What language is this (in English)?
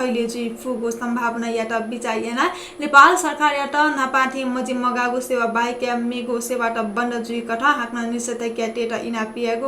Newari